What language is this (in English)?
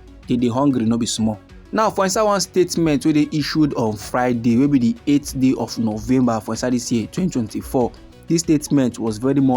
Nigerian Pidgin